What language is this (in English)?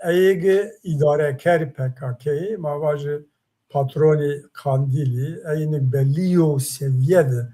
Zaza